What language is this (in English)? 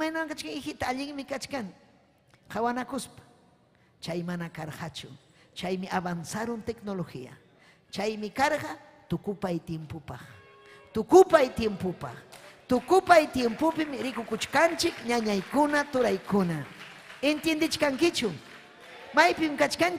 Ayacucho Quechua